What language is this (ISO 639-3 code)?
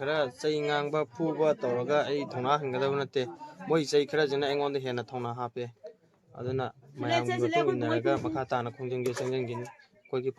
mni